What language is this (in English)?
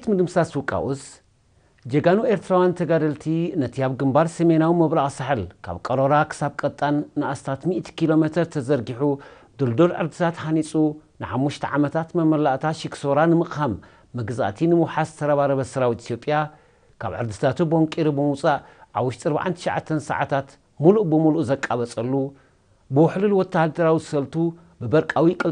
Tigrinya